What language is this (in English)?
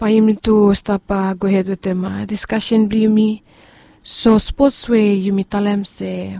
Bislama